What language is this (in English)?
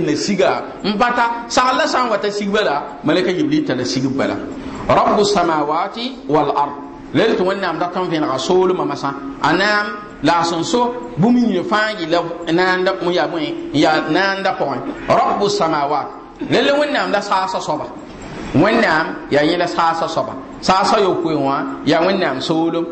Mossi